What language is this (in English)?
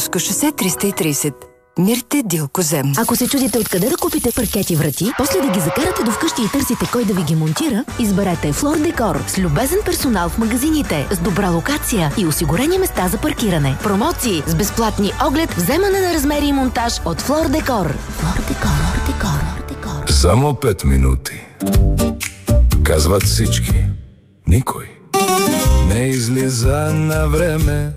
Bulgarian